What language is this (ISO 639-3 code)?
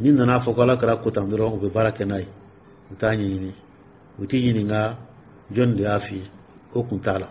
dyu